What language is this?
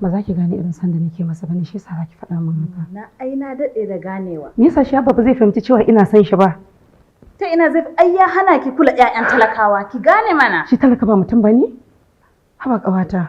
Hausa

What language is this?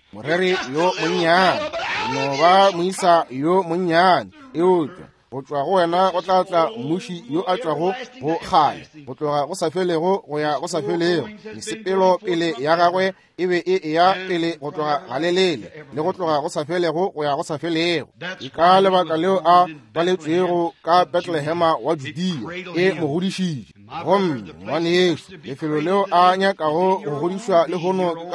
Northern Sotho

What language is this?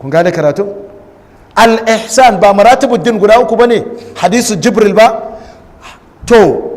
Hausa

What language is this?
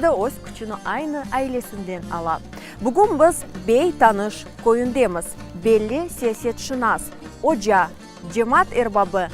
Crimean Tatar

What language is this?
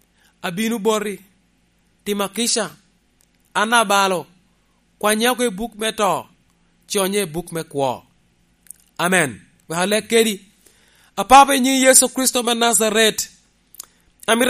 Lango (Uganda)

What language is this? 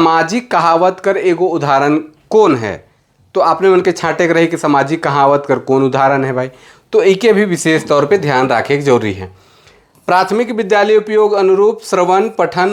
Sadri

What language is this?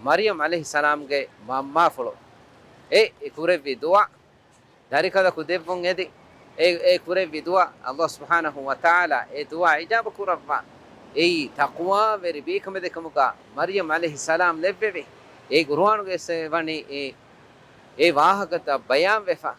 Divehi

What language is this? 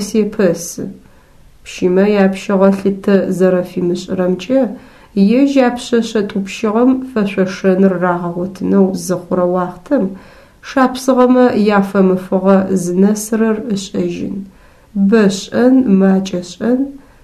Adyghe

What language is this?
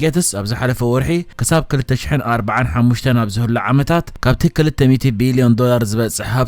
Tigrinya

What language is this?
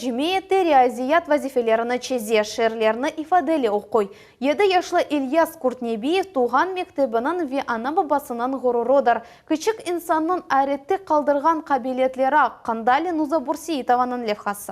Crimean Tatar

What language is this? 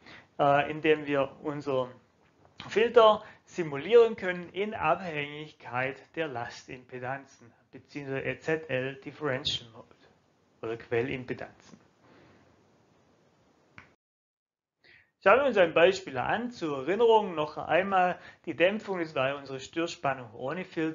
German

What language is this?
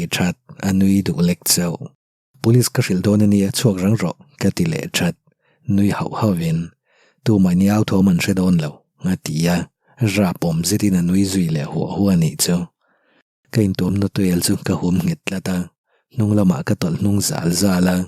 Mizo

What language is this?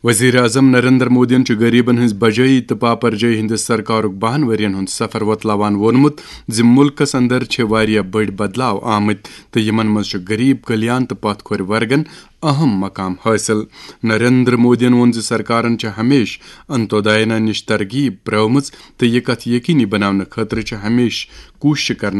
Kashmiri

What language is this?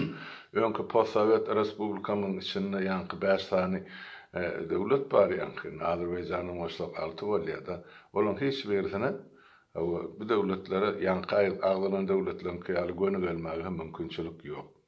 Turkmen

